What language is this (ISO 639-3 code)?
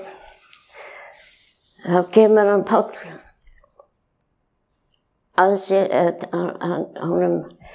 isl